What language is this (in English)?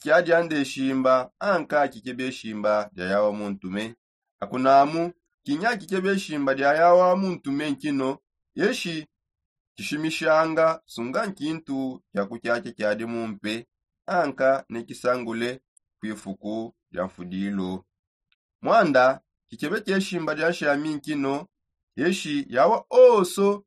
Songe